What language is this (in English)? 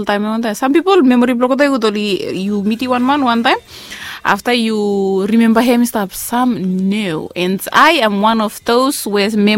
Bislama